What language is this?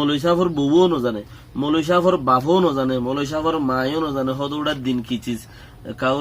Rohingya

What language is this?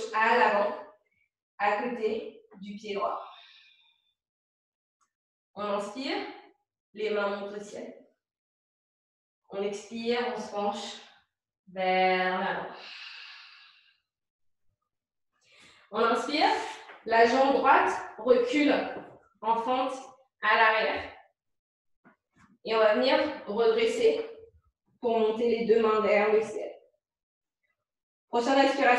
French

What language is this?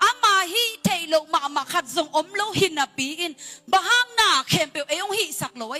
Tedim Chin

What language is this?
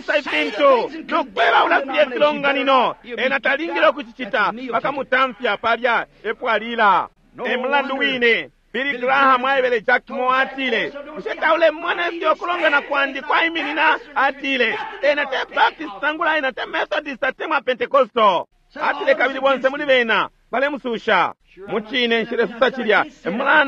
Bemba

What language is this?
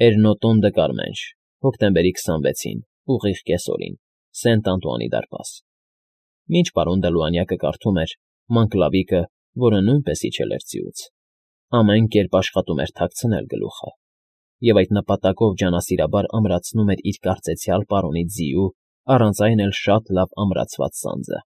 Armenian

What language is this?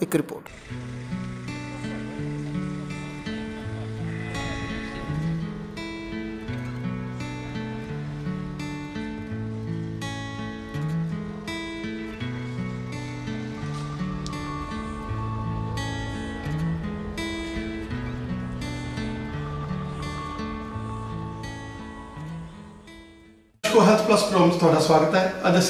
Punjabi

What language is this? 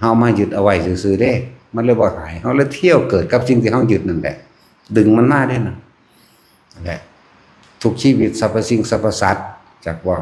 Northeastern Thai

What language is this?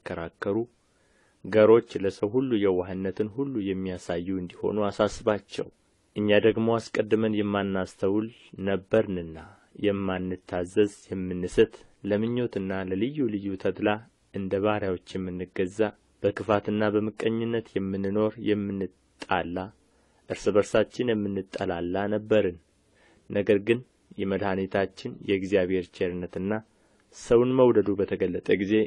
Amharic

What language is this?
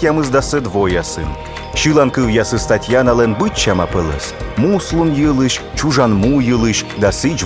Komi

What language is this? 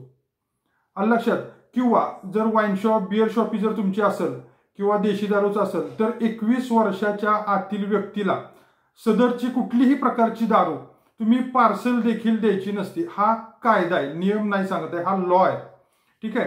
Marathi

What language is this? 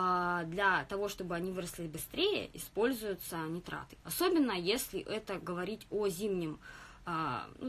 Russian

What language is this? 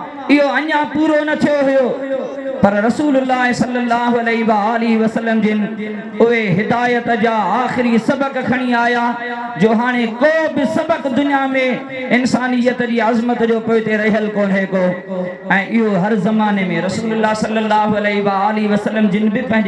Sindhi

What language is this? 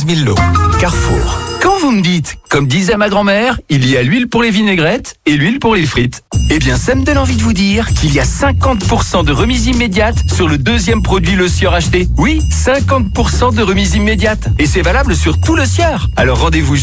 French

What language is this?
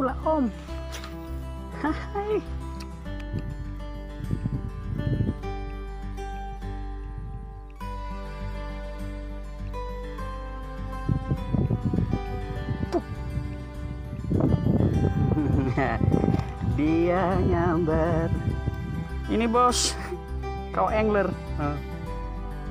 Indonesian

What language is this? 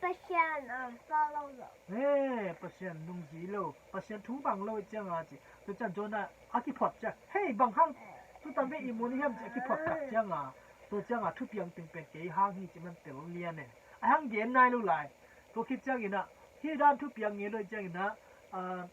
Tedim Chin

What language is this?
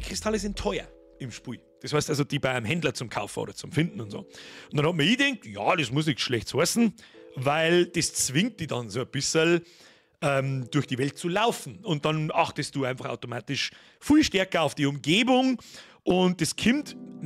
Bavarian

